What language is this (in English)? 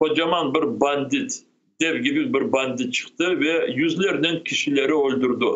Crimean Tatar